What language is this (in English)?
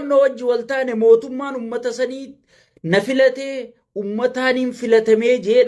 Oromo